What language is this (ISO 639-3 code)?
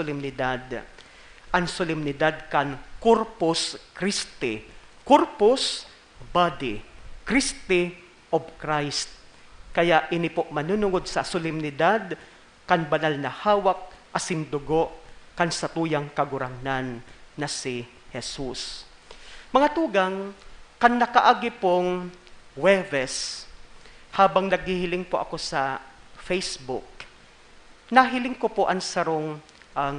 bik